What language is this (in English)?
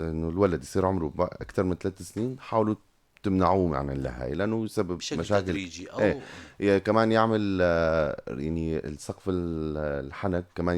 North Levantine Arabic